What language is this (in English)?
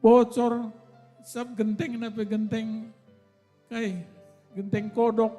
Batak Karo